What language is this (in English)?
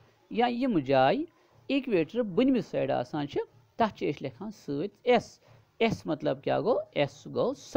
Kashmiri